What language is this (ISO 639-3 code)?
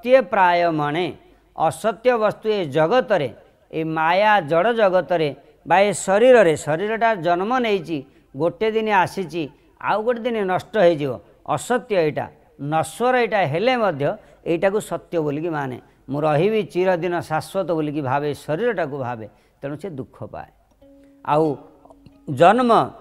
ori